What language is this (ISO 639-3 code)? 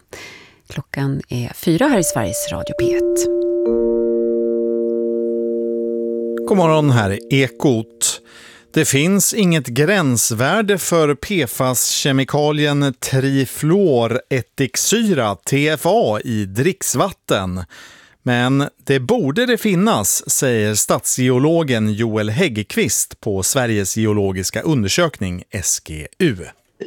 swe